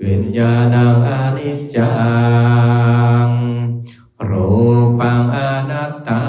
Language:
Pali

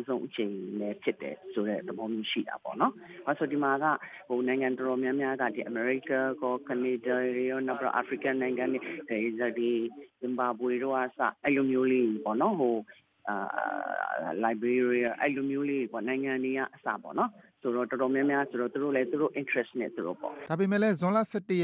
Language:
Burmese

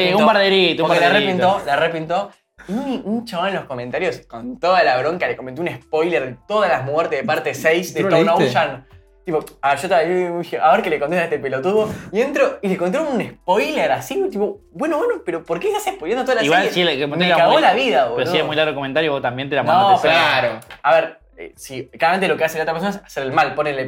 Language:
Spanish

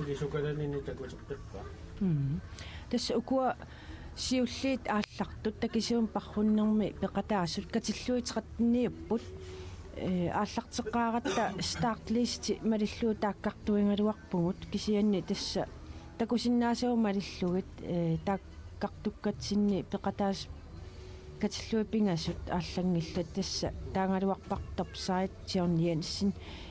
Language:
Kalaallisut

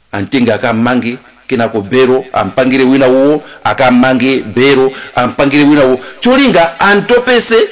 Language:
Nyanja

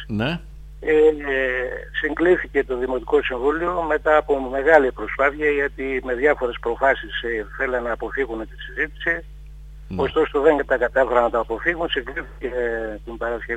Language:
Greek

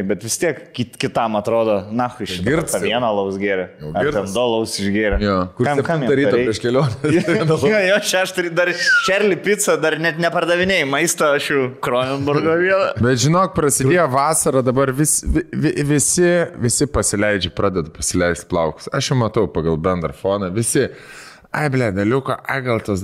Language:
Lithuanian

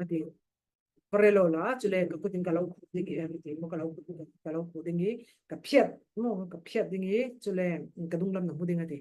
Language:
Falam Chin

